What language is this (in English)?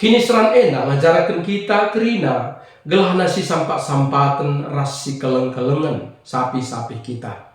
Batak Karo